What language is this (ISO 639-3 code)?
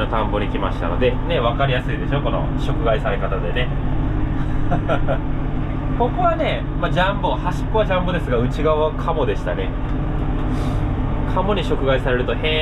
jpn